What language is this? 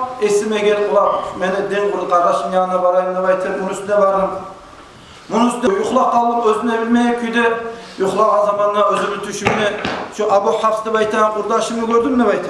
Kumyk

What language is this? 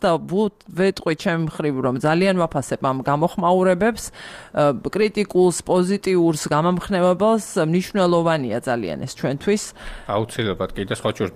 Georgian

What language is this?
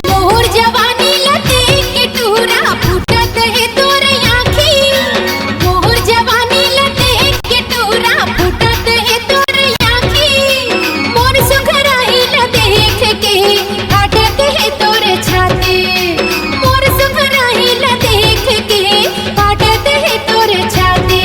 Chhattisgarhi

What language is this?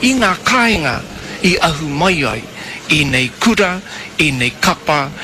Māori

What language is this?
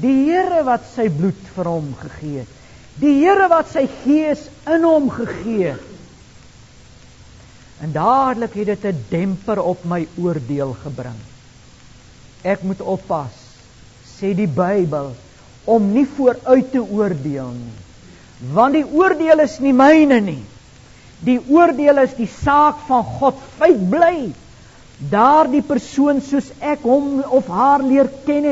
Afrikaans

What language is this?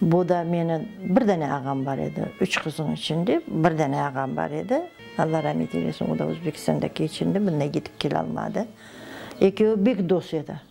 Crimean Tatar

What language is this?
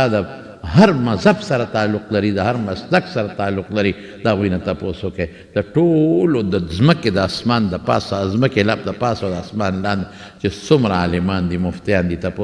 Pashto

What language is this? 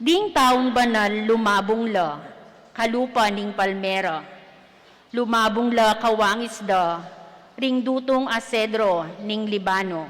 Pampanga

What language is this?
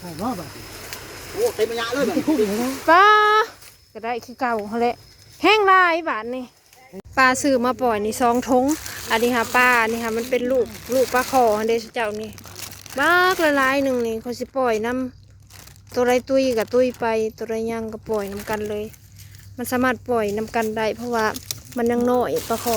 Lao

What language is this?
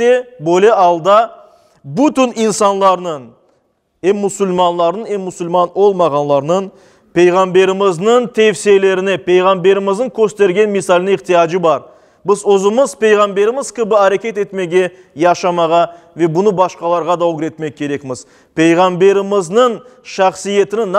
Crimean Tatar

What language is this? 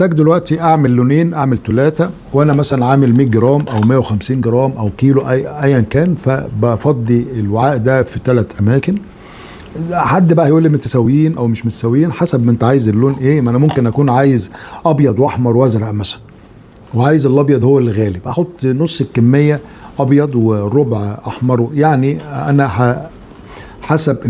Egyptian Arabic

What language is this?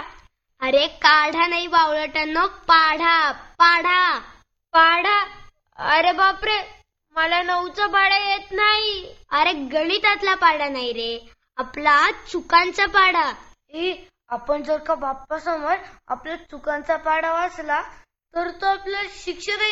Marathi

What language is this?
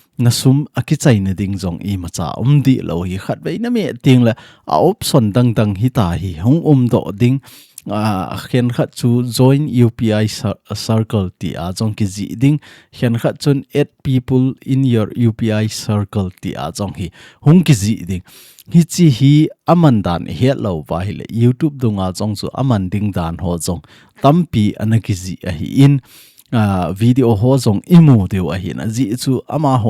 Thado Chin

